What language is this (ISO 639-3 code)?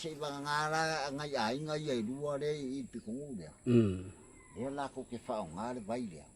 smo